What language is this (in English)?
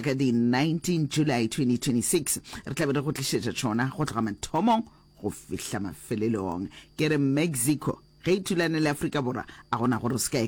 Northern Sotho